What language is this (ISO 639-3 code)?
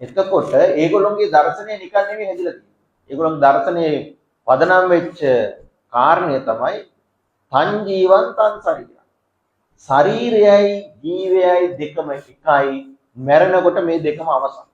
sin